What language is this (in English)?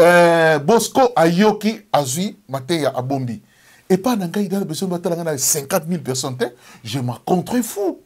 Lingala